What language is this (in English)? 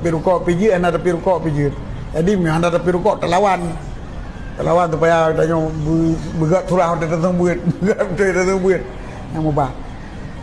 Achinese